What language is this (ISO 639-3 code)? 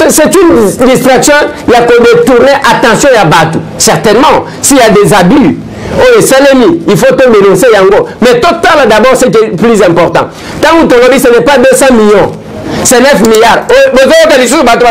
lin